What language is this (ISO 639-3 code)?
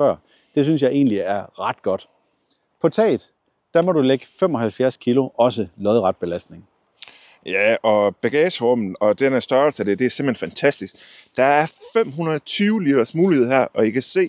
dan